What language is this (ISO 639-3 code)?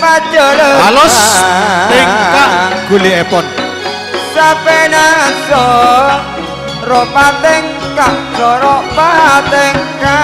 mad